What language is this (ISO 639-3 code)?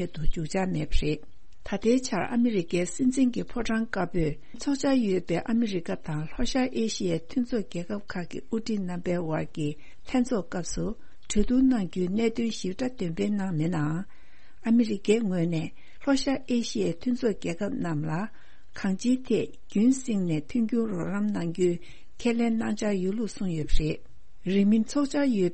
bod